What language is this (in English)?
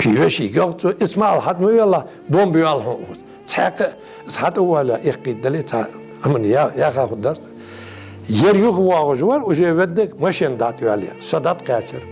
Ingush